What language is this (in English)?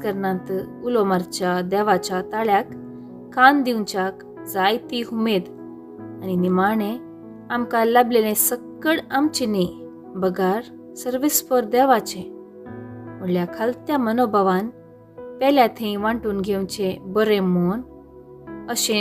Konkani